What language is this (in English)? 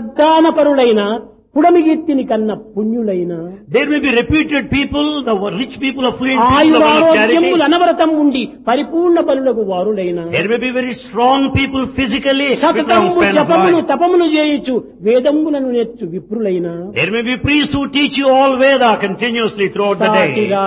Telugu